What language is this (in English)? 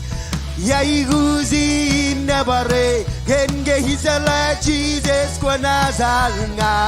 Marshallese